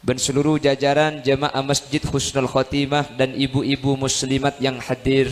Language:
Madurese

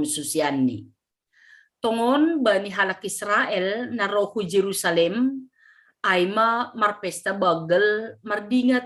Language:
Batak Simalungun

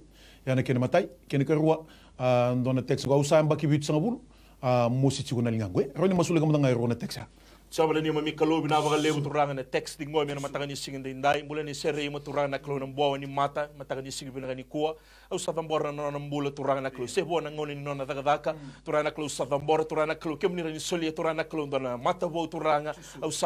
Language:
Fijian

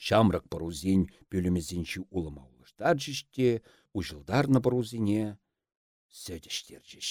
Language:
Chuvash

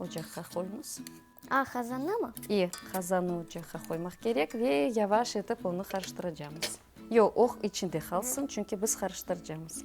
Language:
Crimean Tatar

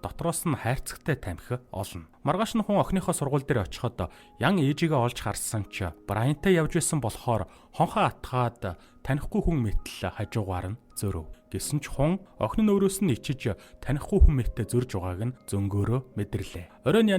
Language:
Mongolian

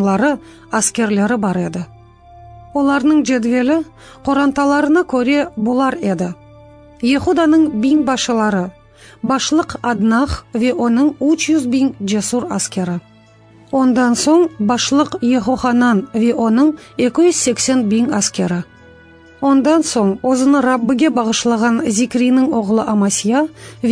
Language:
Crimean Tatar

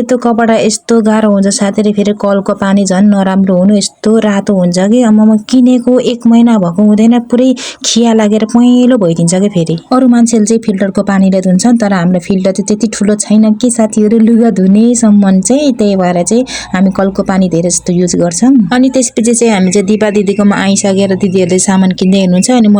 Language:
Nepali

